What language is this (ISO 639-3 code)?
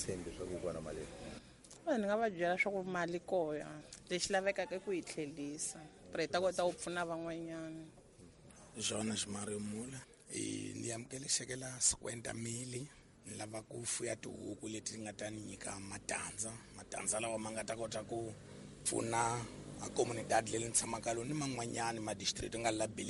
tso